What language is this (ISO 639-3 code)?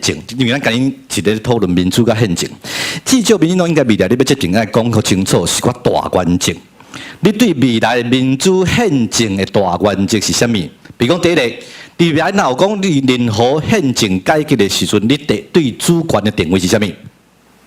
nan